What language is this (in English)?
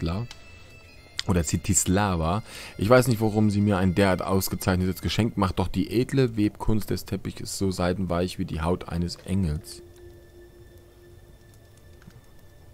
German